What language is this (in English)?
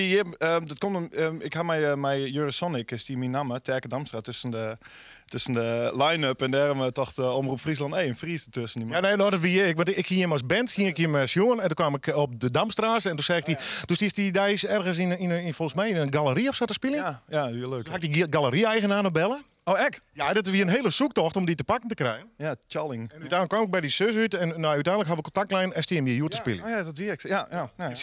Western Frisian